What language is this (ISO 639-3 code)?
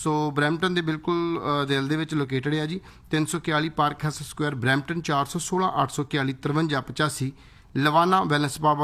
pan